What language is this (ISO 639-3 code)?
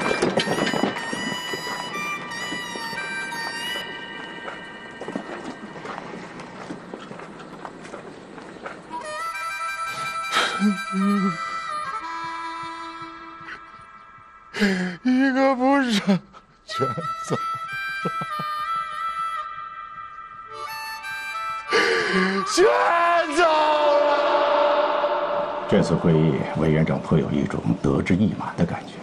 zho